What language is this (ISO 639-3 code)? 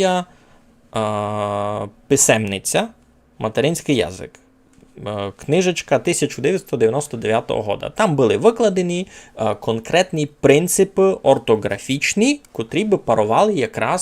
rue